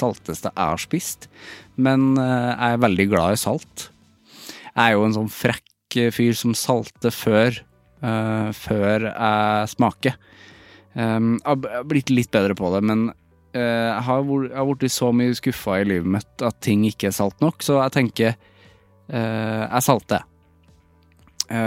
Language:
Norwegian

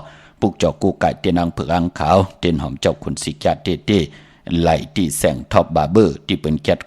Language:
Shan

